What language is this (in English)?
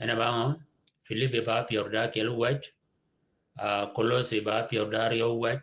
Shilluk